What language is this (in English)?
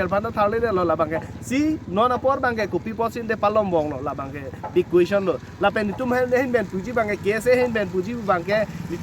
Karbi